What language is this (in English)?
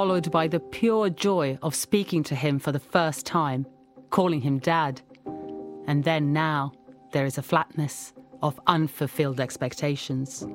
English